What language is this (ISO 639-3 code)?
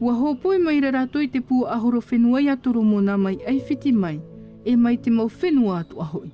tah